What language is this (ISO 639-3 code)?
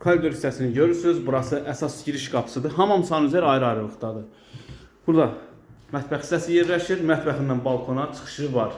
aze